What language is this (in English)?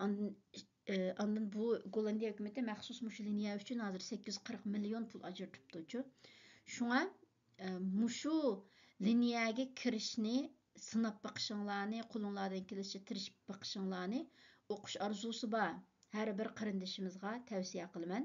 Uyghur